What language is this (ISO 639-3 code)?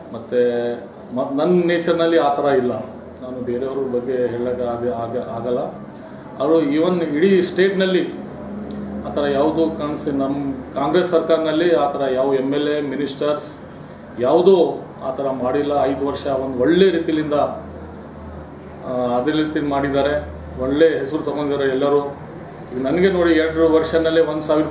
kan